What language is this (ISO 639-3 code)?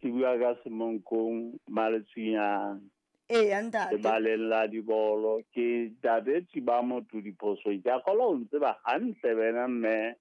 sot